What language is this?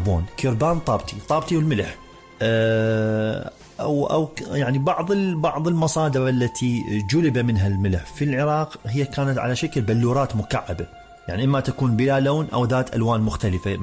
Mesopotamian Arabic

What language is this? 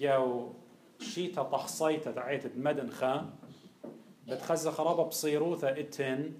Assyrian Neo-Aramaic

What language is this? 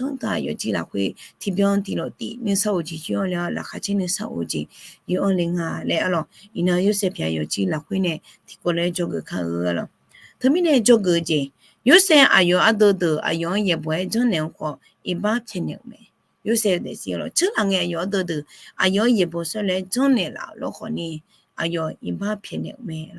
Akha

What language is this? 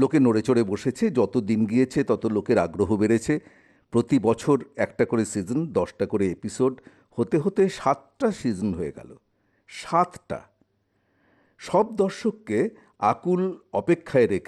Bangla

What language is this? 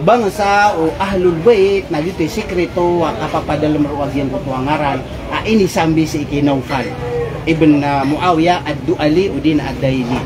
Maranao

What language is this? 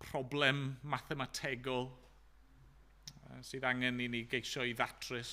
Welsh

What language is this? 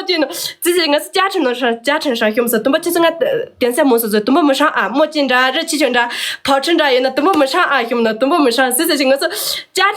Tibetan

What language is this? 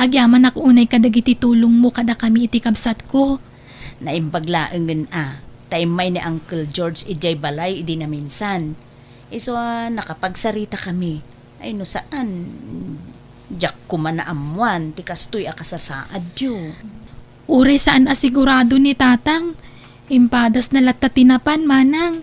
Iloko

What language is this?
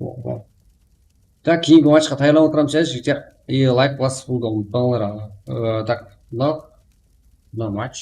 Kara-Kalpak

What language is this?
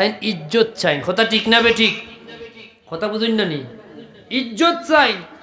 Sylheti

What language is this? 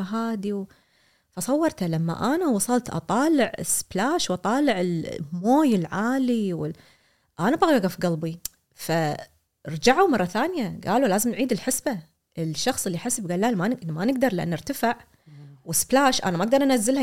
Gulf Arabic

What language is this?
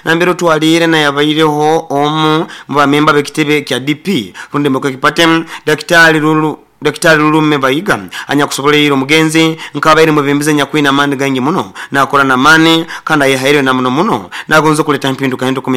Nyoro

